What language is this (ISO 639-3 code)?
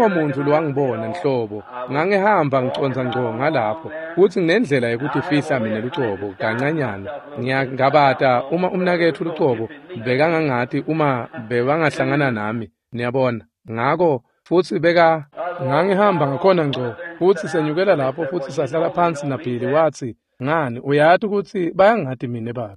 ssw